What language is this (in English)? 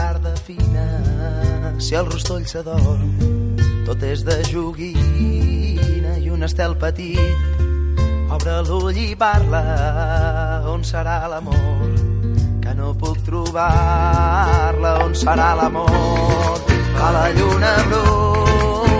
Catalan